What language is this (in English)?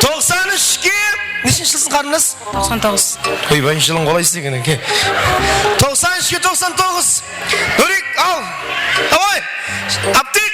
Kara-Kalpak